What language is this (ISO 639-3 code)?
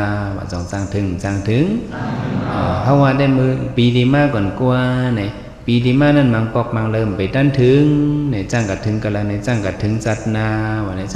shn